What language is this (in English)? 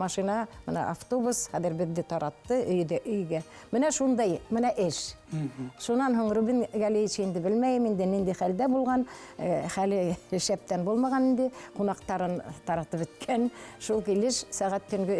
Bashkir